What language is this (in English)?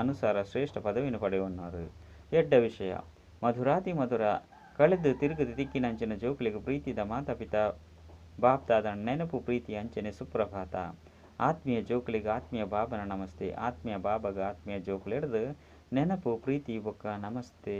Tulu